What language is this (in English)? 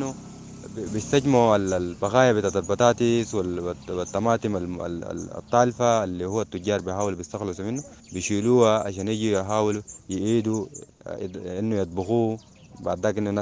Sudanese Arabic